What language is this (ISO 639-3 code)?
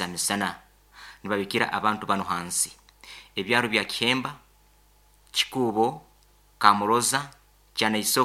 nyn